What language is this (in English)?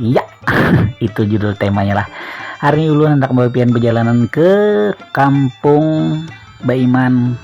Banjar